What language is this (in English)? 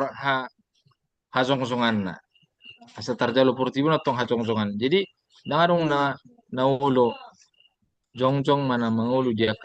Batak Toba